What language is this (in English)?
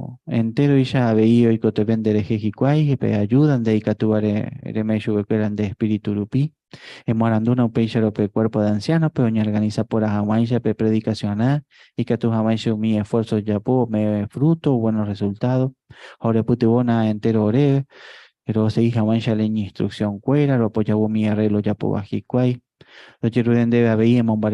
Guarani